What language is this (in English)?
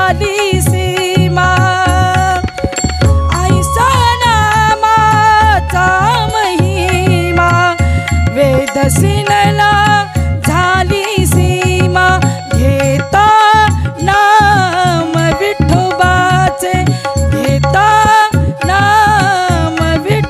Marathi